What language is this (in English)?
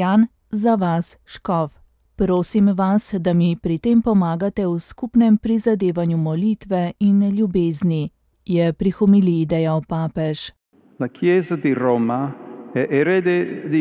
Slovenian